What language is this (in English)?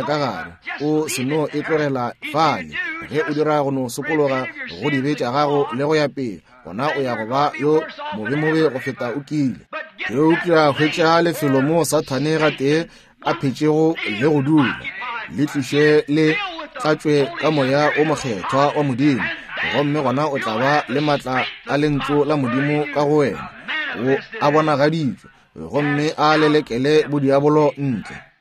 Northern Sotho